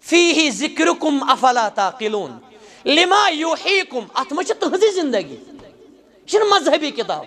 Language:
Kashmiri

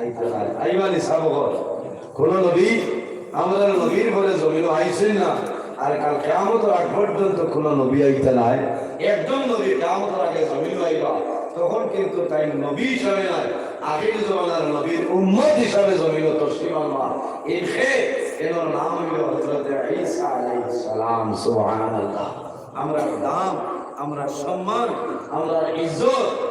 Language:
Sylheti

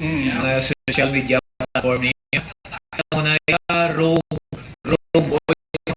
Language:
Hiligaynon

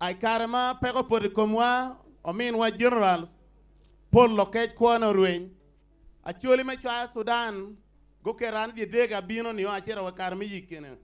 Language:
Acoli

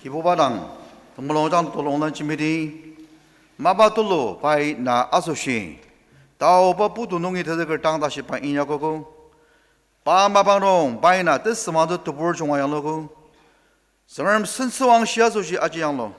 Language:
Ao Naga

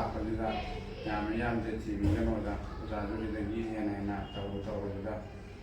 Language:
Manipuri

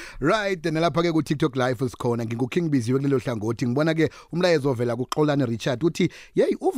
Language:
South Ndebele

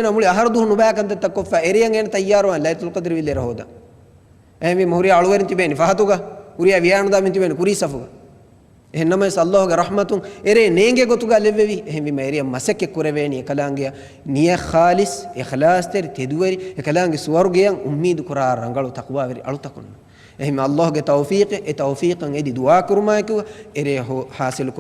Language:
Divehi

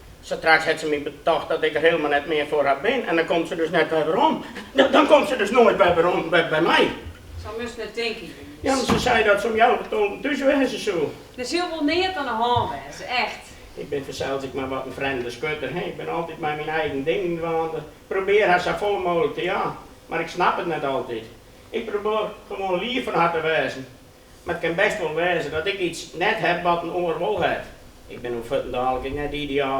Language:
Western Frisian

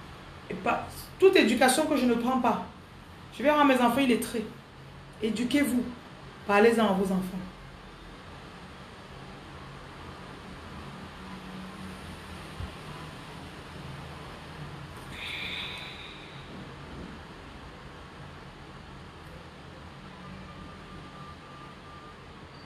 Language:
French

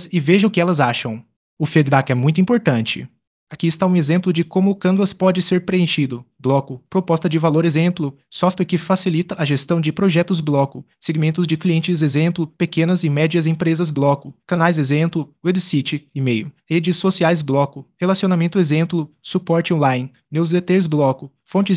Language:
Portuguese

